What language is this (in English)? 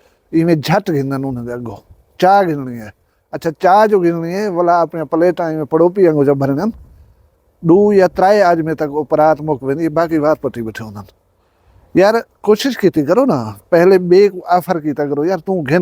Saraiki